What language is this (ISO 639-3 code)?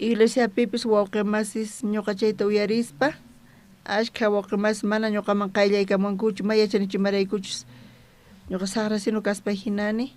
quh